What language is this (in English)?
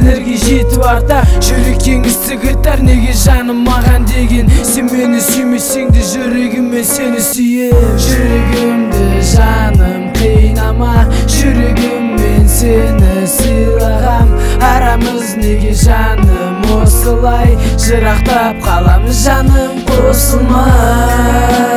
Kazakh